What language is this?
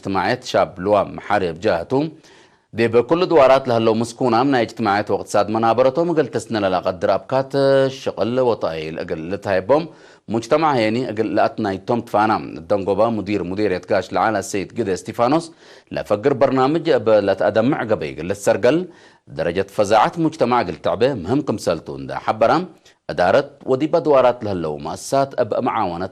Tigre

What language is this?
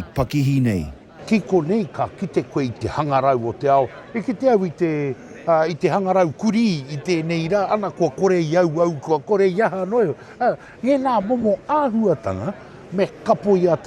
Māori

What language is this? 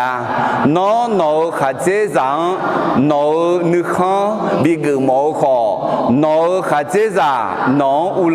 Akha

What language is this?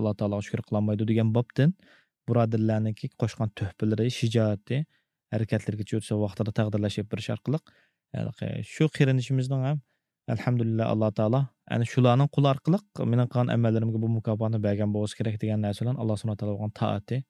Uyghur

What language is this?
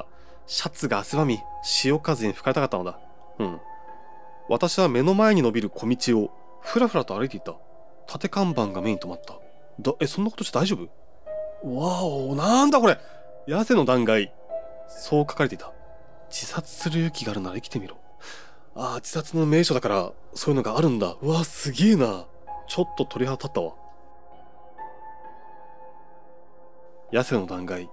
Japanese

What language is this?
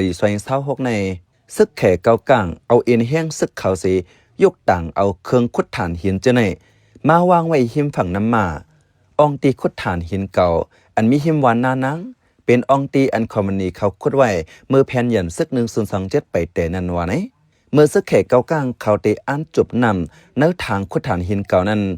Shan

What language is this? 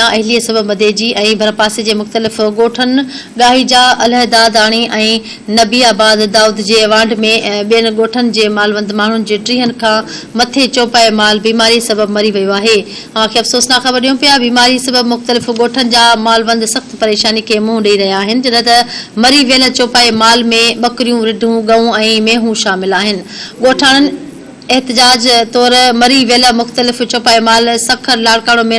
Sindhi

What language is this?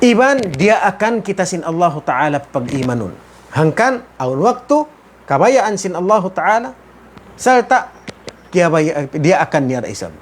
Tausug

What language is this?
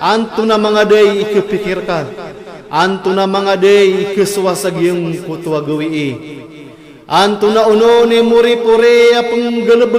Maranao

